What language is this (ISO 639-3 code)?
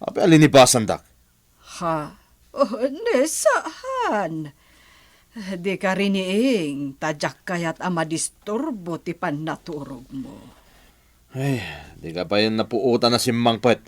ilo